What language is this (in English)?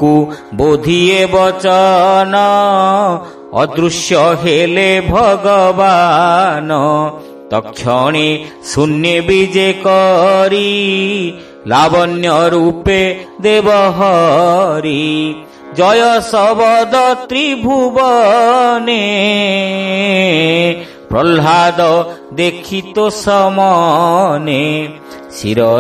Odia